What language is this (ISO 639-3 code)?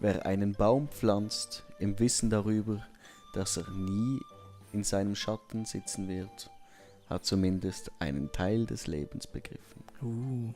gsw